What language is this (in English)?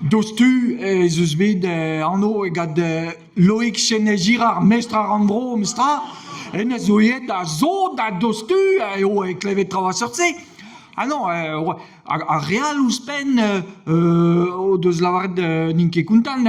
Breton